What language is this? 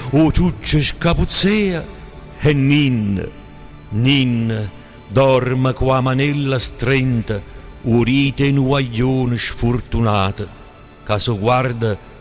Neapolitan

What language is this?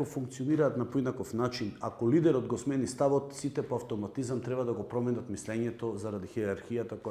Macedonian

